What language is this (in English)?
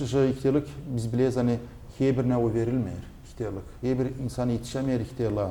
Gagauz